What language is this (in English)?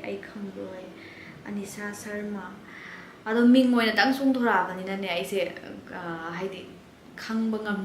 Manipuri